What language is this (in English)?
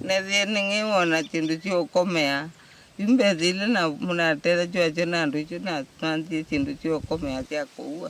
Kamba